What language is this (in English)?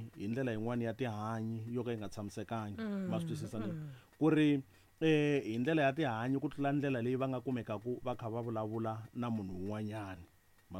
Tsonga